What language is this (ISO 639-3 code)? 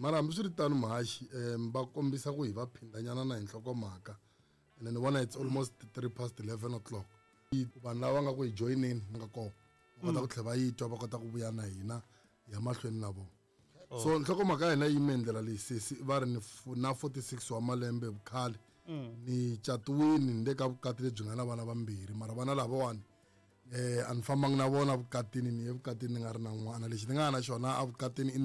tso